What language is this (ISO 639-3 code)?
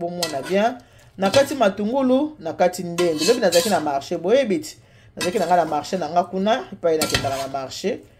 lin